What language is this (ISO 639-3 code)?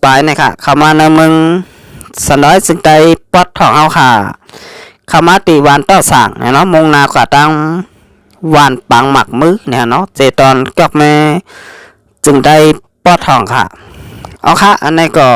shn